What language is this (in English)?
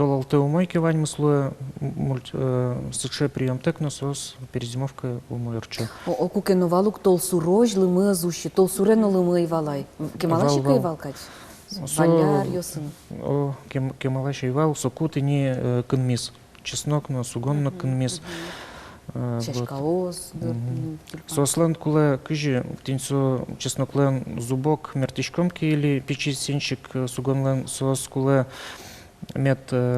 Udmurt